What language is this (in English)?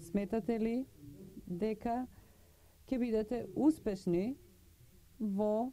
Macedonian